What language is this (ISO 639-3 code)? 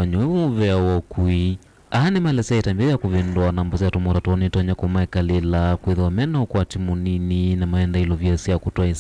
kam